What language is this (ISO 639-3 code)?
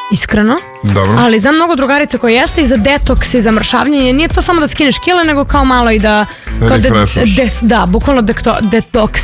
srp